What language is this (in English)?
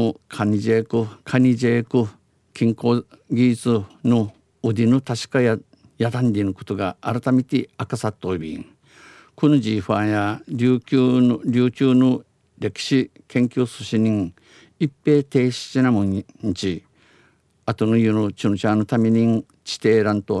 Japanese